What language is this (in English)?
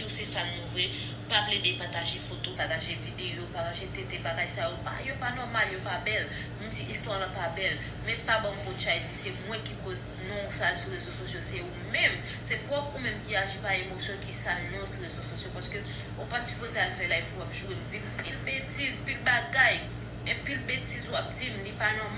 Haitian Creole